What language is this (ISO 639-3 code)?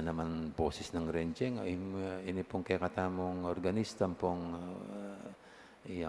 pam